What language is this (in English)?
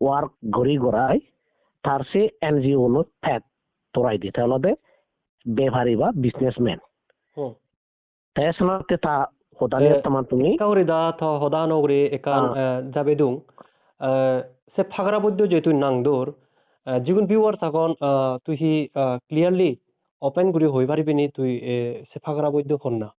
Chakma